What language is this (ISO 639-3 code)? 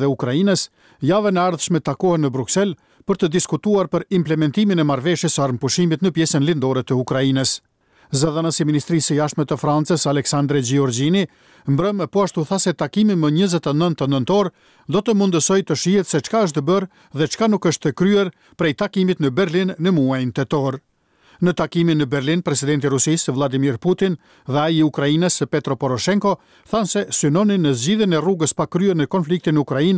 sqi